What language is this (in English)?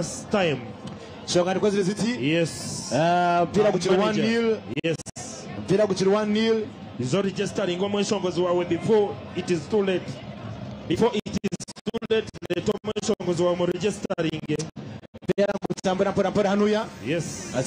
Nyankole